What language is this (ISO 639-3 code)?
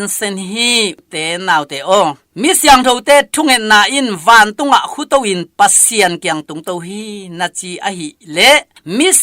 ctd